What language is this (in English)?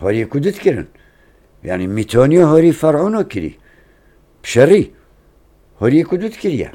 Kurdish